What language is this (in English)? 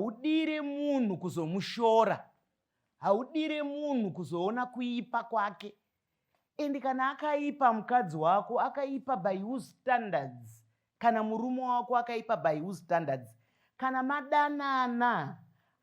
Shona